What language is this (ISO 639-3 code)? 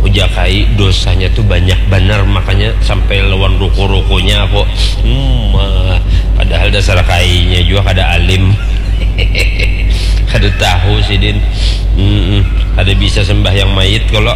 bjn